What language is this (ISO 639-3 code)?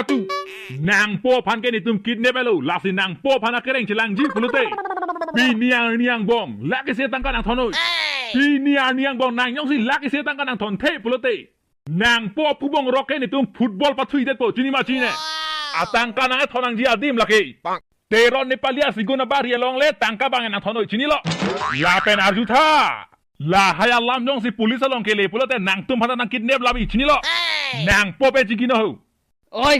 mjw